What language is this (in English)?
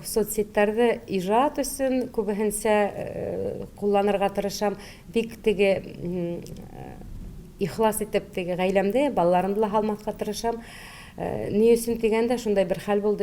Bashkir